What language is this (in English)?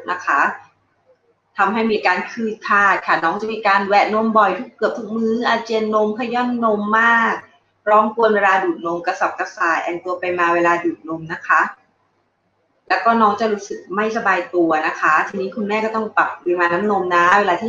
Thai